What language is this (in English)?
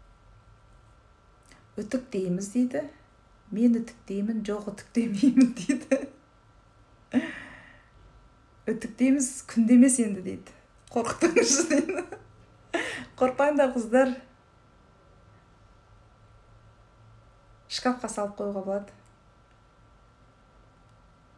Kazakh